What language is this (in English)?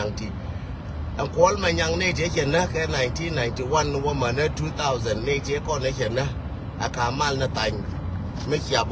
Nuer